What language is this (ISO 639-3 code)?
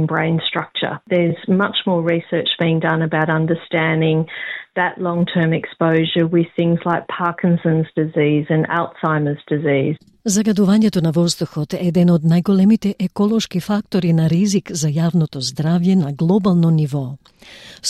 mkd